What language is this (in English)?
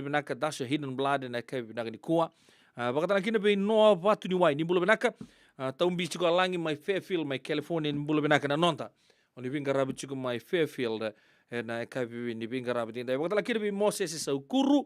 Fijian